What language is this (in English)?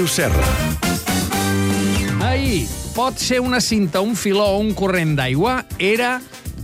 Catalan